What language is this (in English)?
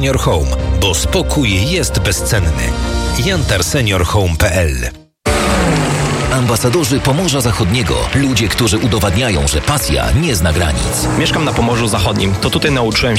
Polish